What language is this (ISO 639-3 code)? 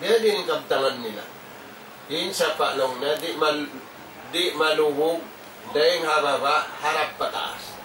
tsg